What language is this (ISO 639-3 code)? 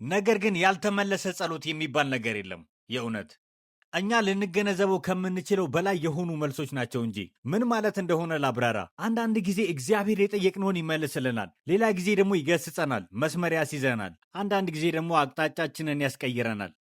amh